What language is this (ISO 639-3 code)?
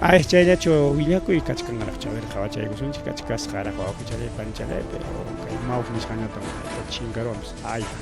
quy